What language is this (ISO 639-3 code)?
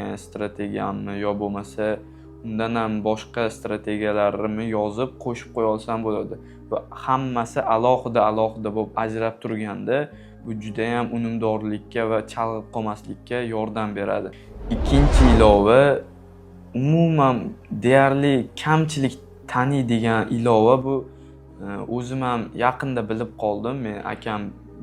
uzb